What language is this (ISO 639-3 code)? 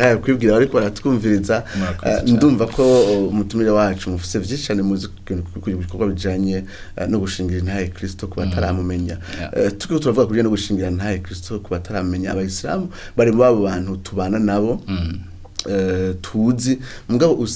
run